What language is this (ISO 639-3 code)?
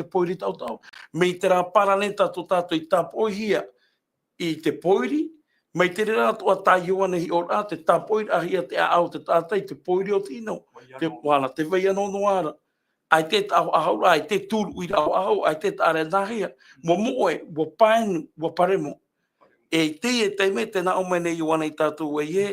tah